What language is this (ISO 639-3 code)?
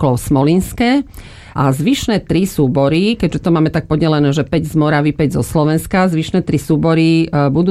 slk